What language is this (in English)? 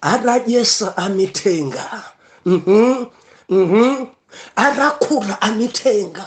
Nyanja